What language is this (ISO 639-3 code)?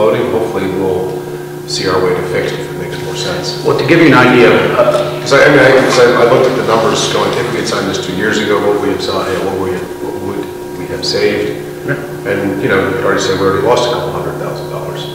eng